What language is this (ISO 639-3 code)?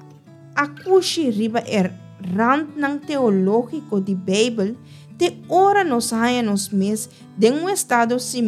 pap